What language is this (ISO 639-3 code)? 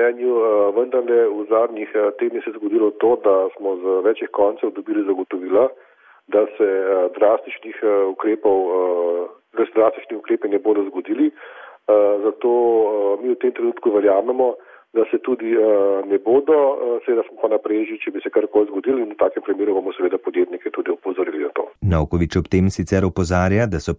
slv